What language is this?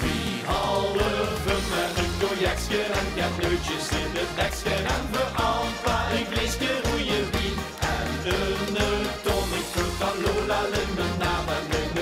Limburgish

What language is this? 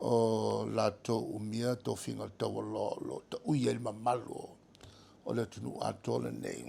Samoan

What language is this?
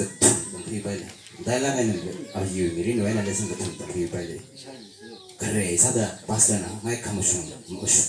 Tangkhul Naga (India)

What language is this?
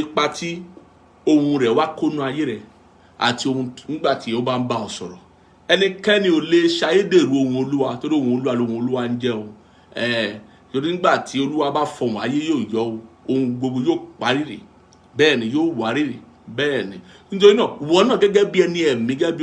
Yoruba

